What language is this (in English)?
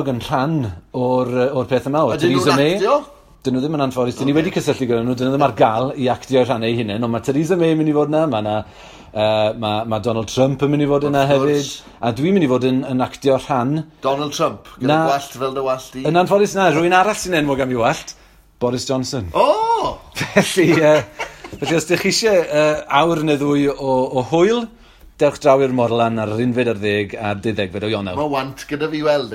Welsh